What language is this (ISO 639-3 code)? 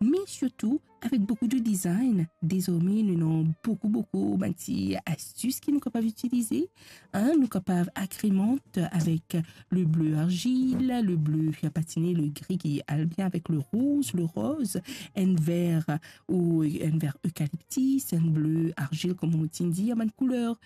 mfe